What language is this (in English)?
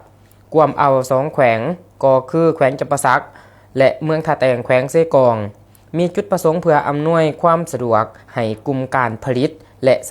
Lao